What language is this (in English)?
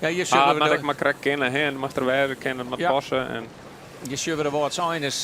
Western Frisian